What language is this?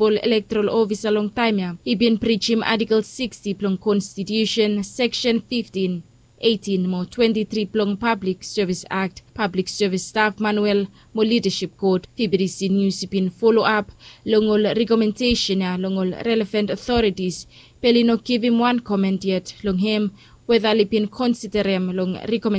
Bislama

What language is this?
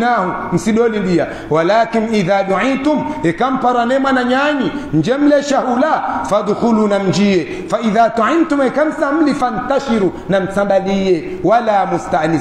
Swahili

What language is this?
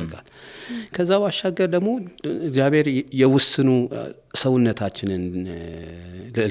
Amharic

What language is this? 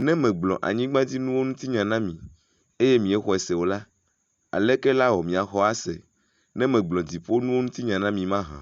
Ewe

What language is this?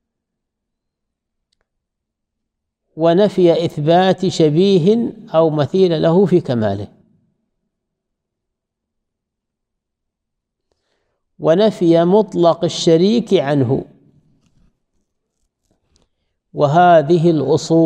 Arabic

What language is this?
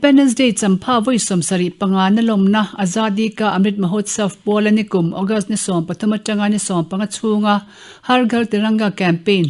Mizo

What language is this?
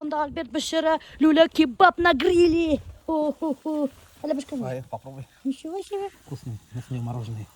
Bashkir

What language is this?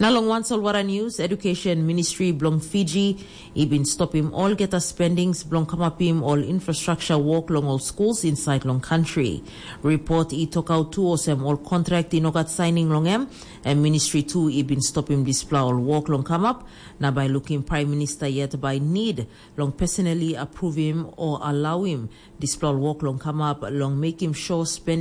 Tok Pisin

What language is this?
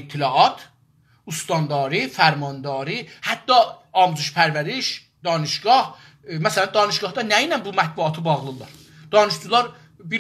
South Azerbaijani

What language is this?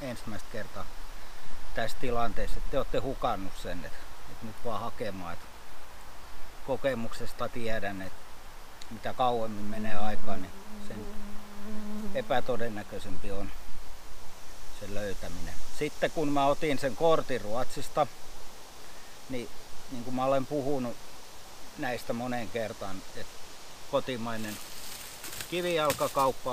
Finnish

